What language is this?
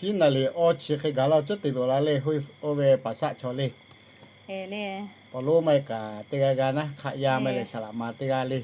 Lahu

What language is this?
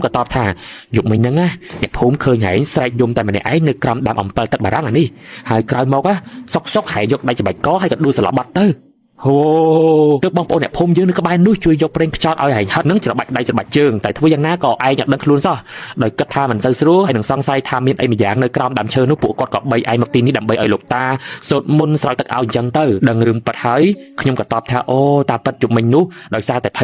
Khmer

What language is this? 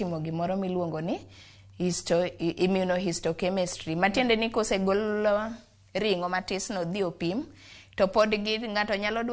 Luo (Kenya and Tanzania)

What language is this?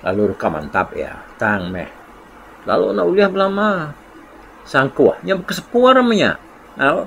Iban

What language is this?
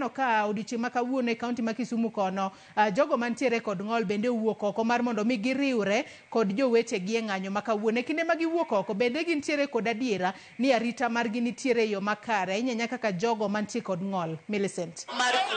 Luo (Kenya and Tanzania)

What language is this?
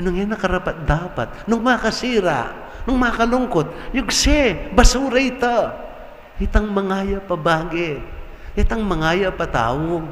Pampanga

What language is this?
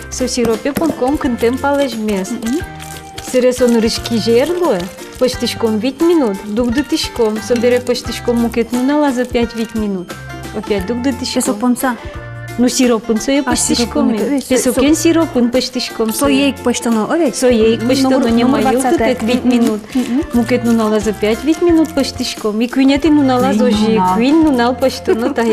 Udmurt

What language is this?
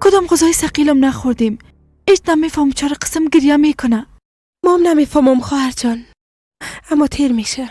Persian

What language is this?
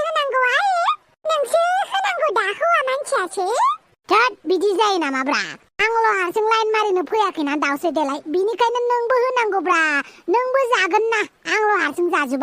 Bodo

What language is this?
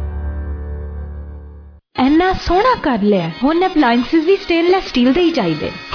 Punjabi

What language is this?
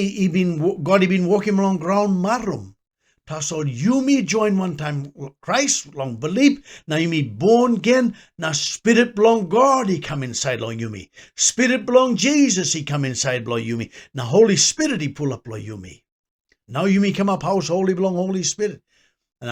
Tok Pisin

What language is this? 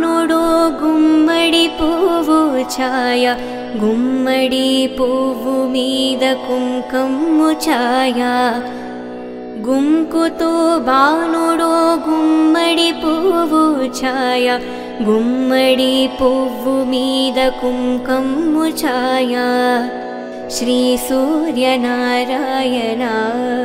Telugu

